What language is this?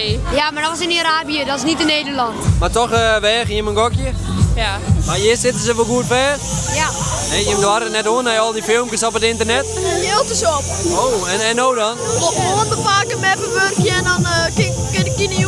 Western Frisian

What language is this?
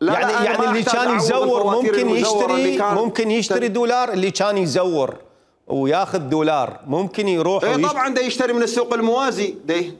Mesopotamian Arabic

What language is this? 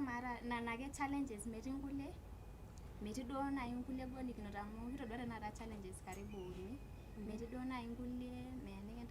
Masai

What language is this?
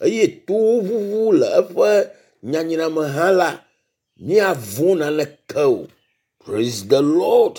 Ewe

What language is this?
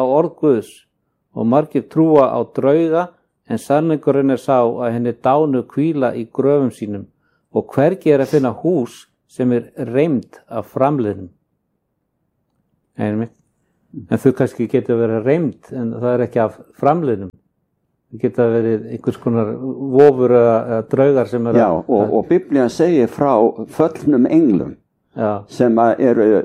Icelandic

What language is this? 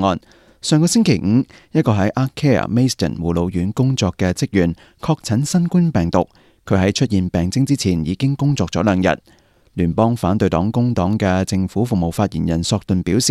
Cantonese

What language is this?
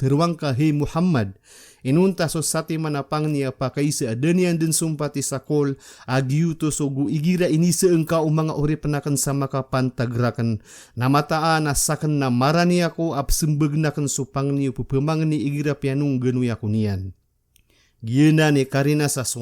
Maranao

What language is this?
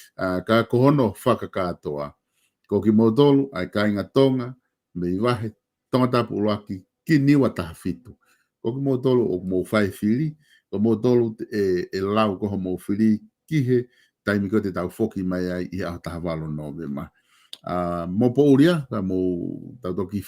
Tongan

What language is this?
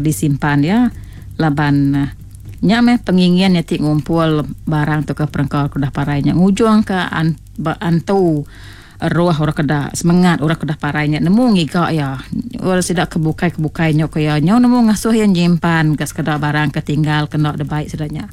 Iban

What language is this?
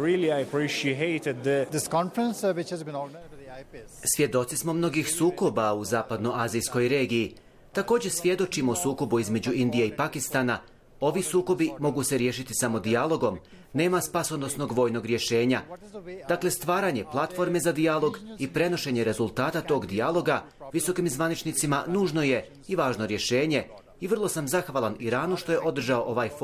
Bosnian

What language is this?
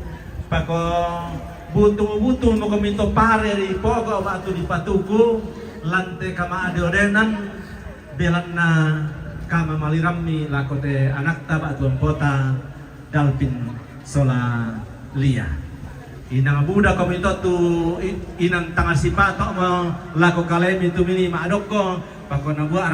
Toraja-Sa'dan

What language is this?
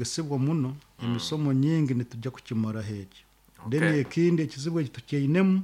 Nyoro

